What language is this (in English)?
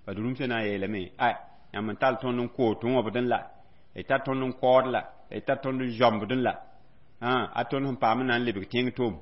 Mossi